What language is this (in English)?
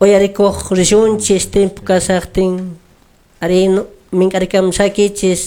Quechua